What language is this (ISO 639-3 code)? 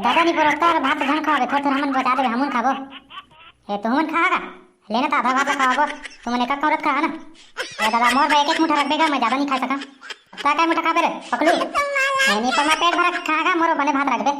hne